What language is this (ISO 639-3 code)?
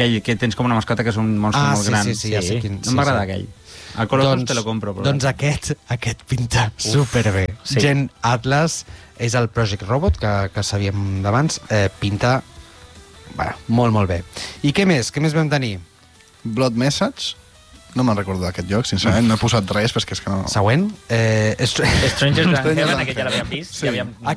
cat